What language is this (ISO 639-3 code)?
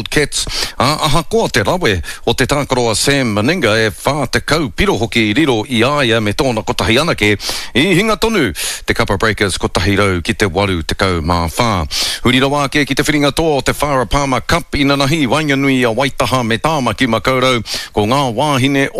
mri